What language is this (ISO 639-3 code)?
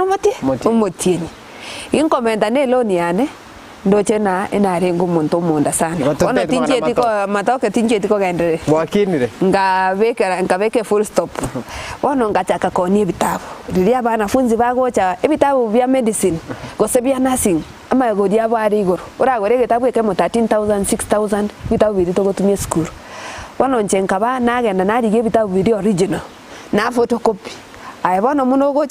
guz